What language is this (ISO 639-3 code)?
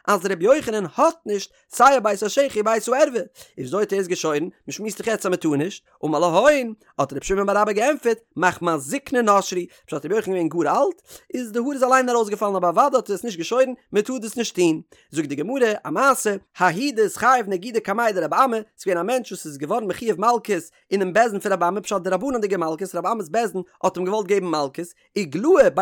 yid